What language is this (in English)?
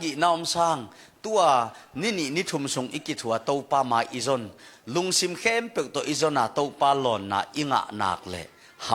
Tedim Chin